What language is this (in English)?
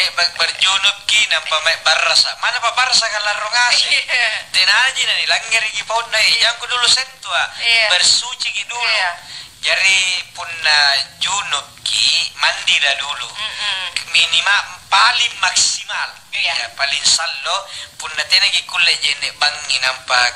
Makasar